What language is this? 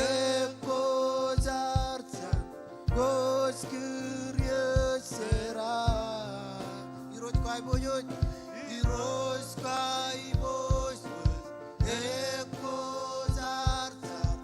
Marshallese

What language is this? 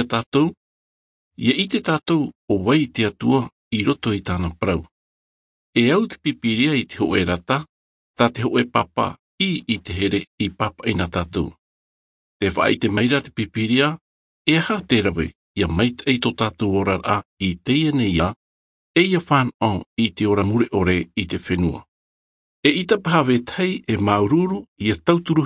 Albanian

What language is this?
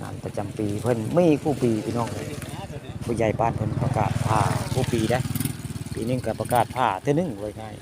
Northeastern Thai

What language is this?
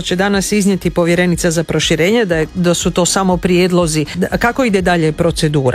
Croatian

